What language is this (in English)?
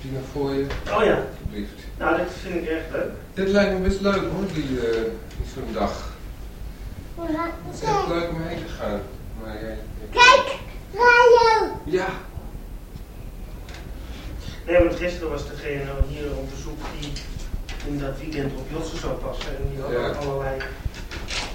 Dutch